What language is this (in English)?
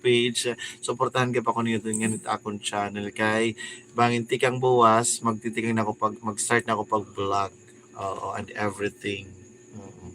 Waray